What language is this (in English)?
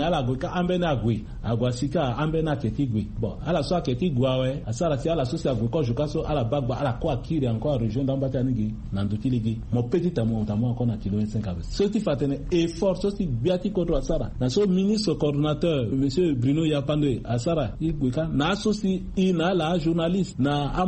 Sango